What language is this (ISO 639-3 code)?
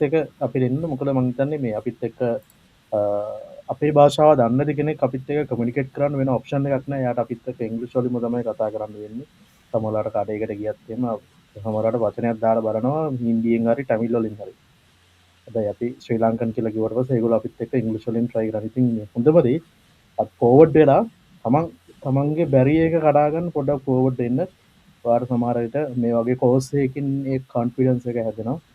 sin